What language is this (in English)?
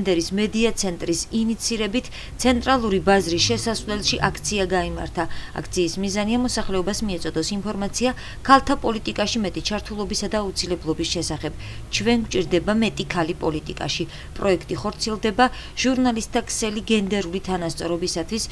Georgian